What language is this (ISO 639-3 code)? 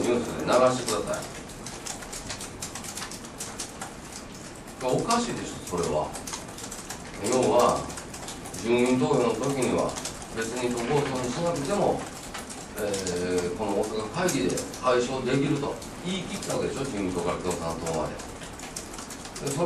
jpn